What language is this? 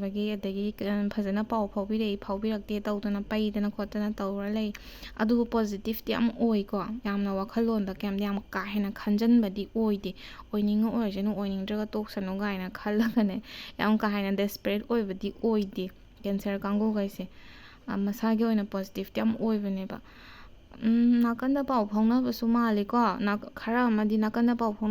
Manipuri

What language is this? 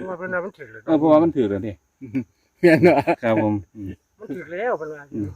Northeastern Thai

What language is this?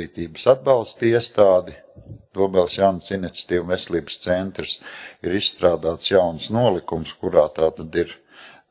Latvian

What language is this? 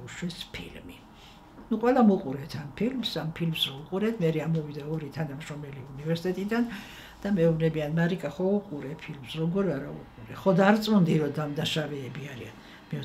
Georgian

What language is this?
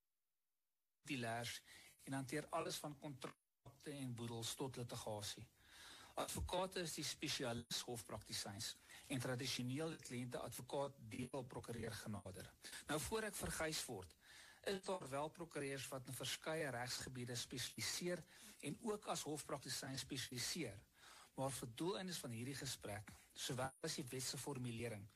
Afrikaans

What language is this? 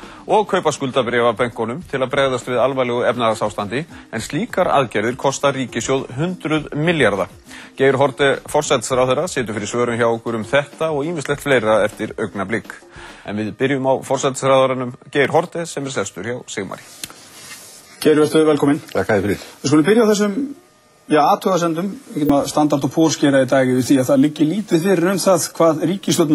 Icelandic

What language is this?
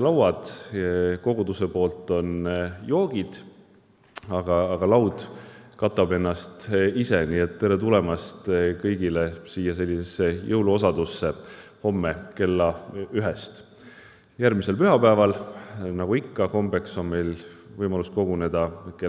Estonian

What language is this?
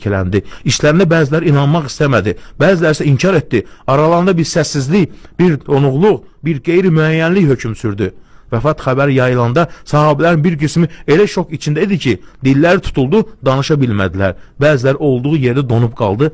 Azerbaijani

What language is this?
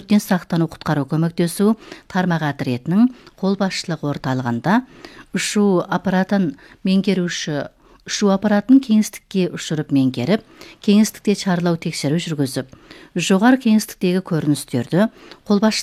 Kazakh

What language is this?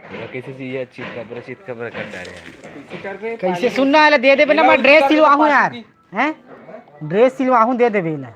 Chhattisgarhi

